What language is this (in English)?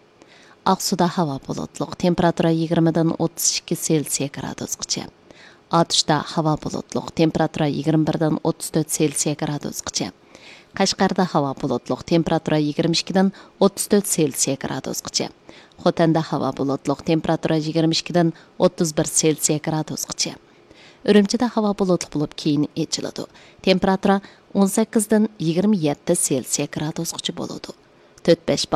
Uyghur